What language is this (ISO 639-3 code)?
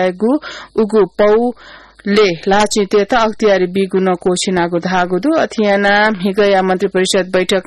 new